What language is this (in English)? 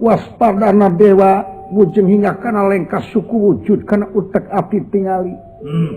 Sundanese